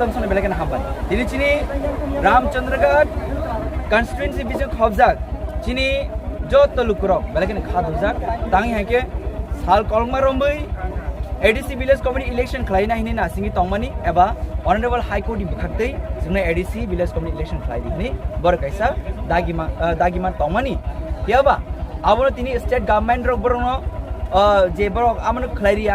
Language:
Kok Borok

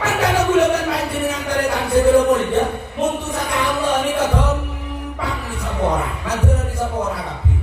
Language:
Madurese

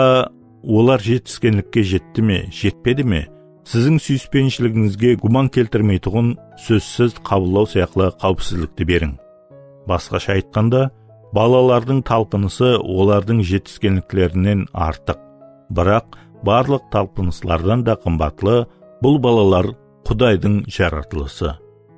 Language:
Kara-Kalpak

